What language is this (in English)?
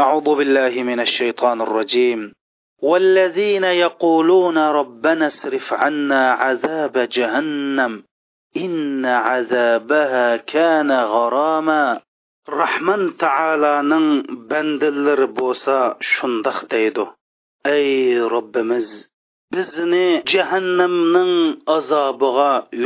Uyghur